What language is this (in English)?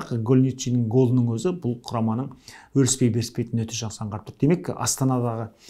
Kazakh